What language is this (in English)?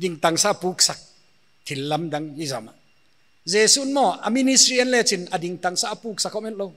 Paite Chin